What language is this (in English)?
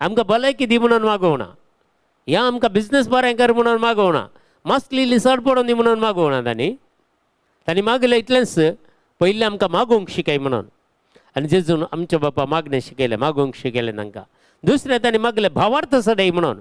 Konkani